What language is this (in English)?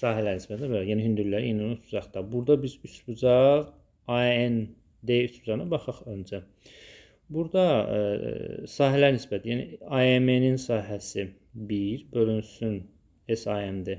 Azerbaijani